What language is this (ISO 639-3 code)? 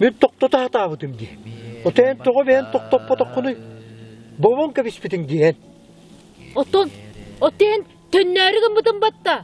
sah